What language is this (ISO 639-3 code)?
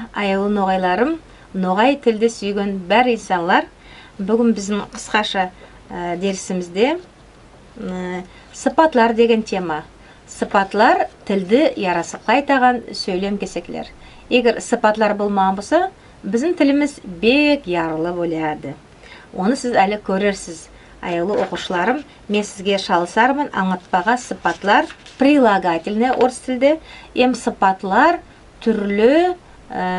nog